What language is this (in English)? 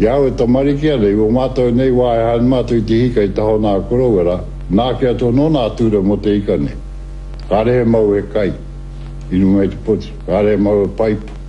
Māori